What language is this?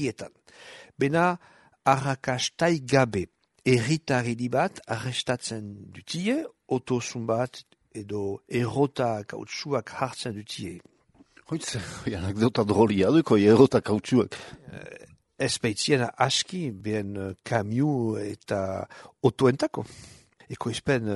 Basque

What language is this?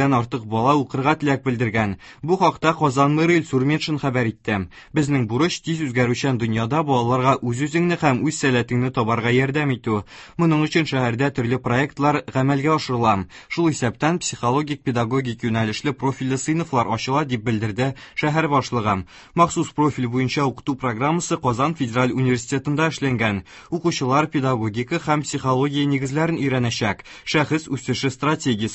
Tatar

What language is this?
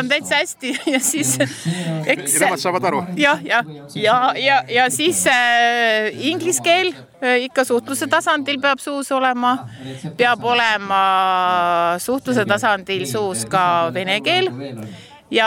Estonian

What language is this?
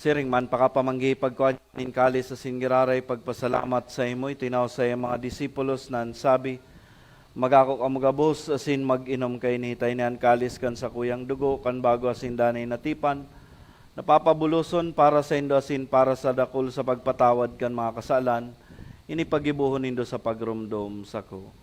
Bikol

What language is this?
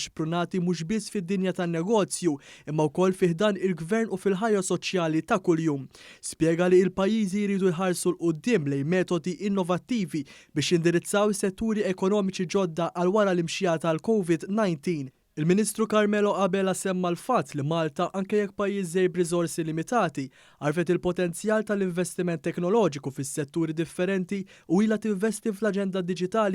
Maltese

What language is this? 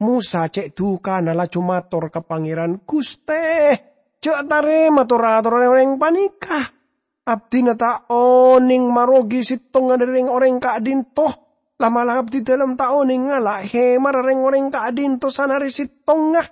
Madurese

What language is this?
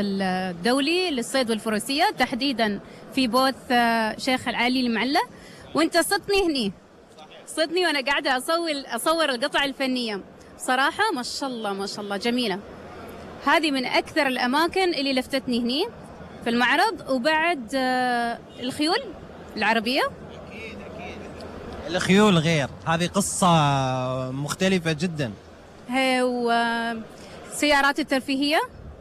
Gulf Arabic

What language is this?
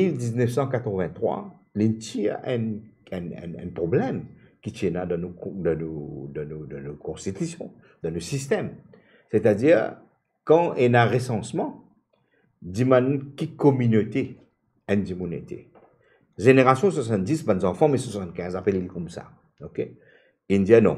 Morisyen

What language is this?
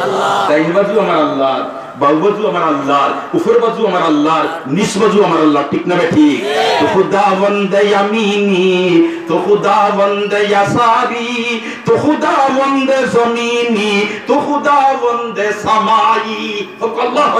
Sylheti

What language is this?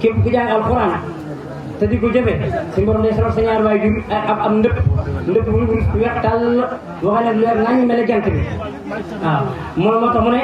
Wolof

